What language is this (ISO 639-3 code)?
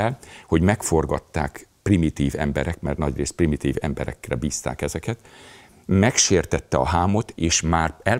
hun